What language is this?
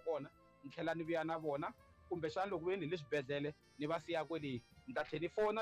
Tsonga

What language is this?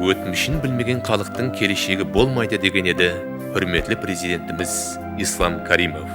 Kara-Kalpak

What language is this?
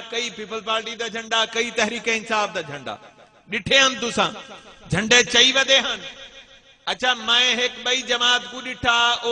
Saraiki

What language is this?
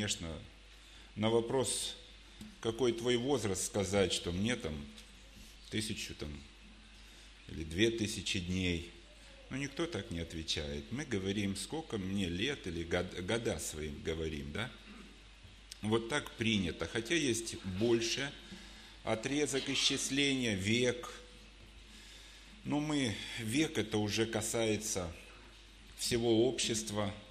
Russian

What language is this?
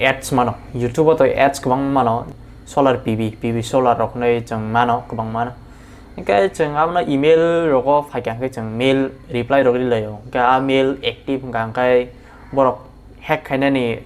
Kok Borok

